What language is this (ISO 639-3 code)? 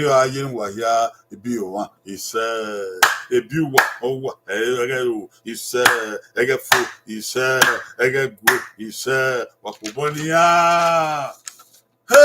bin